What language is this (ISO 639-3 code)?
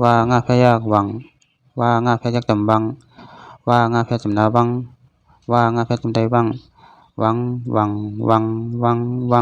shn